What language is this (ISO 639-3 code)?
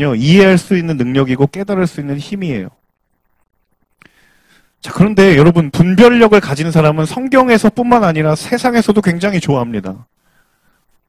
kor